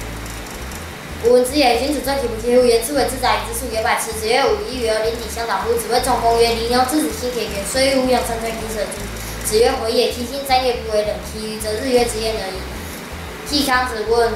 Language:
Literary Chinese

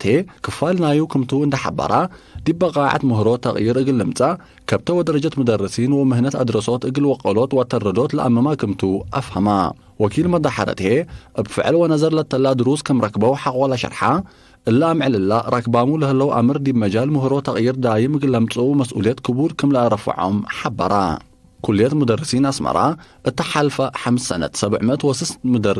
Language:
Tigre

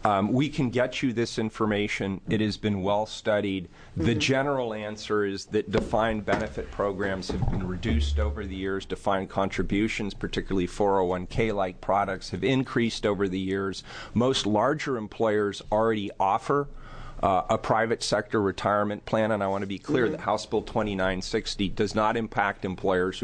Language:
English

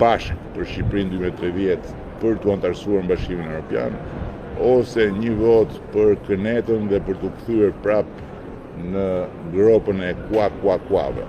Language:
Albanian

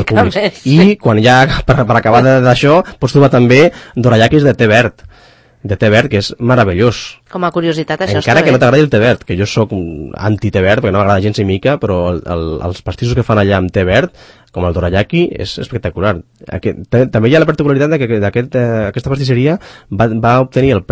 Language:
Catalan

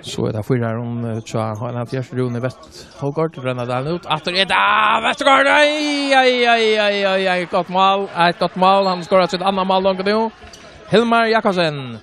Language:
Faroese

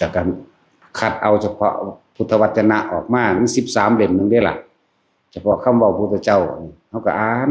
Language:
Northeastern Thai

